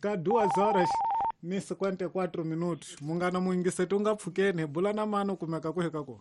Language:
Tsonga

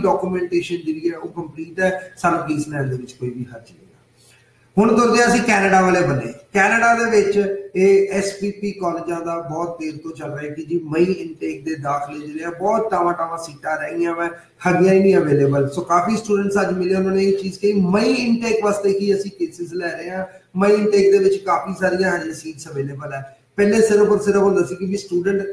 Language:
Punjabi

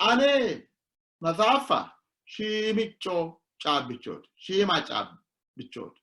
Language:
Sidamo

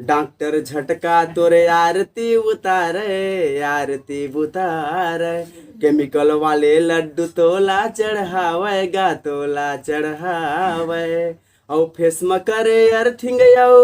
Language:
Chhattisgarhi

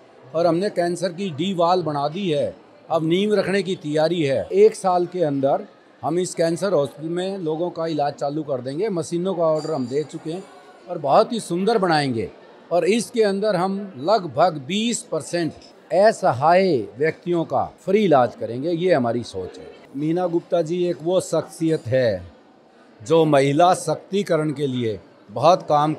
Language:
Hindi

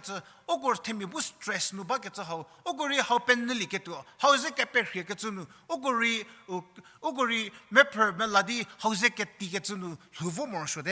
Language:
Angami Naga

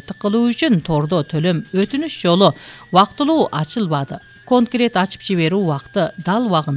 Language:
Kyrgyz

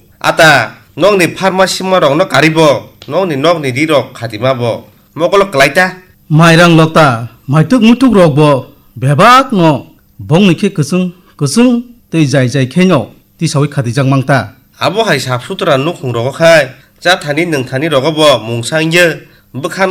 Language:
Kok Borok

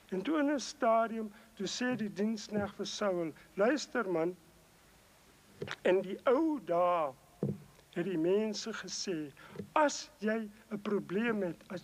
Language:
Afrikaans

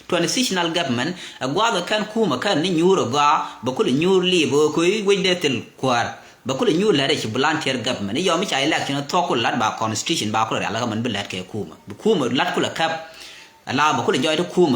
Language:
Nuer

